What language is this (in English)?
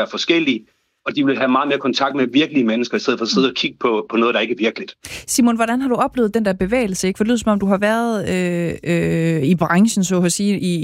Danish